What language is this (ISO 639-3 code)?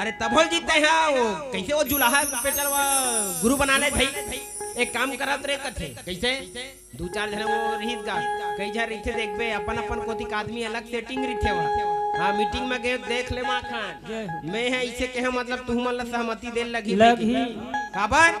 hne